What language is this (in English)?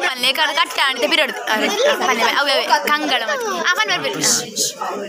Tulu